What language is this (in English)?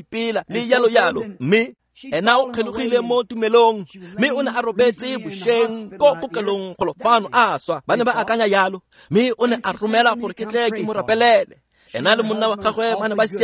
Tswana